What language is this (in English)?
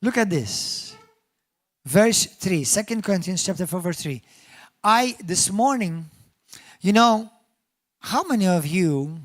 English